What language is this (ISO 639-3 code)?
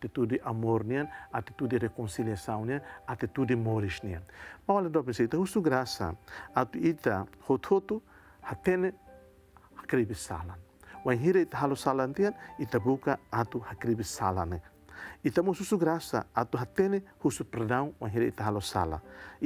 tet